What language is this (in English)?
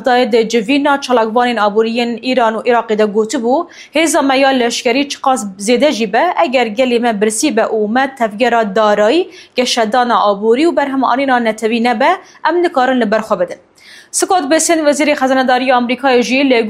Kurdish